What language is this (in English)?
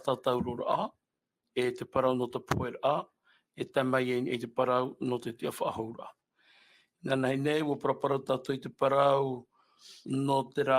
Tahitian